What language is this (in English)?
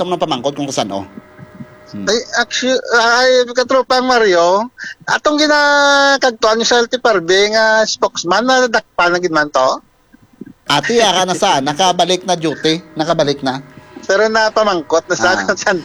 Hiligaynon